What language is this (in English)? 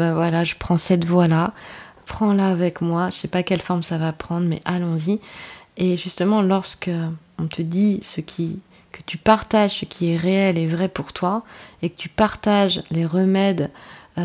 French